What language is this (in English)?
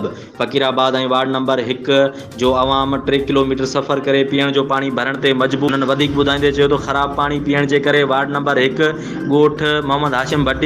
Sindhi